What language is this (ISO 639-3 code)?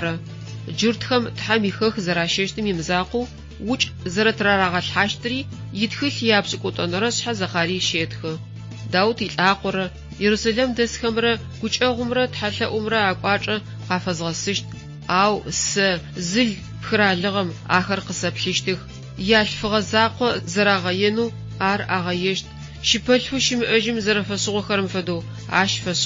ady